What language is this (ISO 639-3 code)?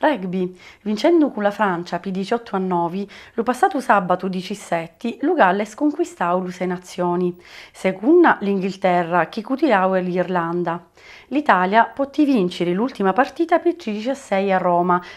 scn